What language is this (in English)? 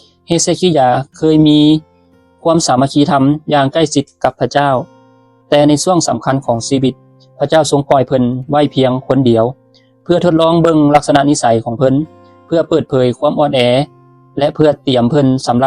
Lao